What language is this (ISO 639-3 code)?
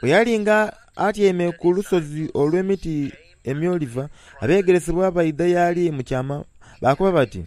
xog